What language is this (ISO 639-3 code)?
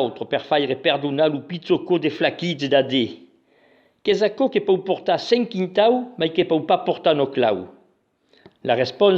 oci